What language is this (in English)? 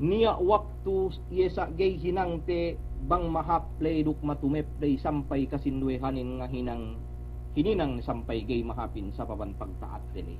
Yakan